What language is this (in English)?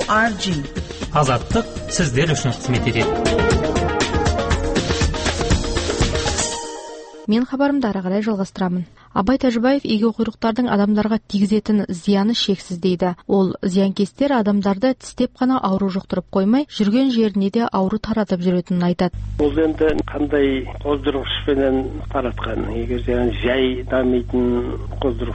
Kazakh